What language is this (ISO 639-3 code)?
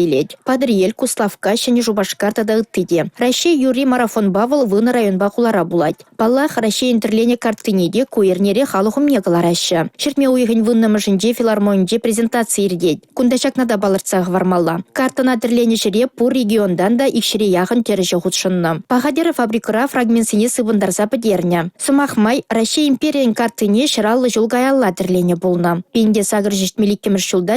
chv